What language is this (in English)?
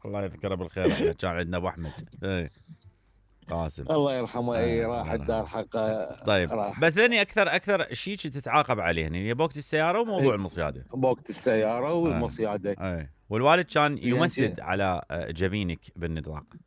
Mesopotamian Arabic